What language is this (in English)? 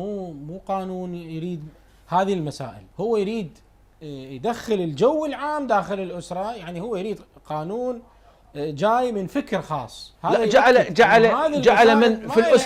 Mesopotamian Arabic